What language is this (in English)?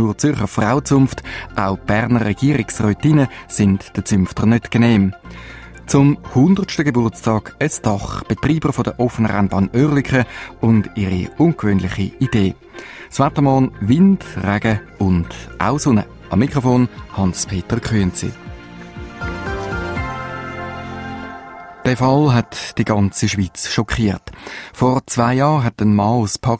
German